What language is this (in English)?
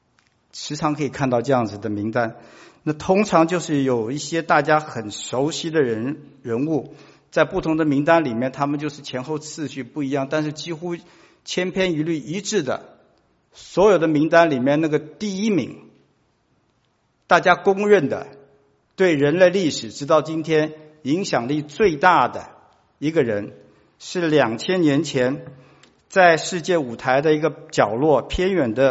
Chinese